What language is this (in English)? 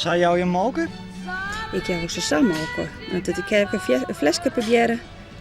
Western Frisian